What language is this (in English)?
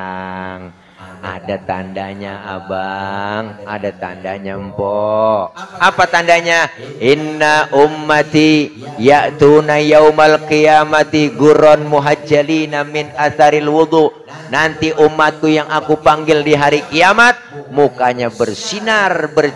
Betawi